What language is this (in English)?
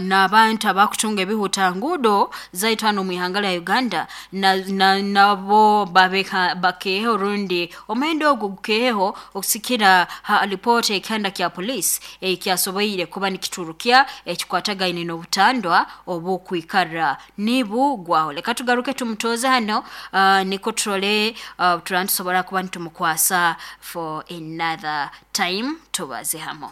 Nyankole